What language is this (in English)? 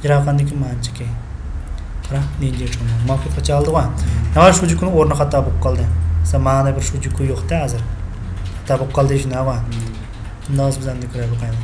Uyghur